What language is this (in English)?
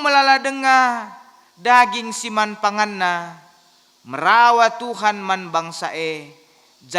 Batak Karo